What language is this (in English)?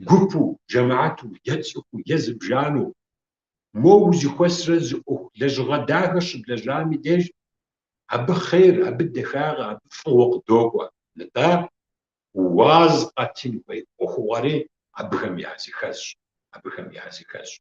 Kabardian